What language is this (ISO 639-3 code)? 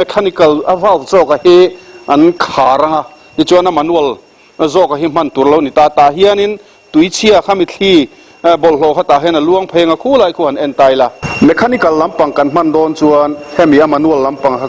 lus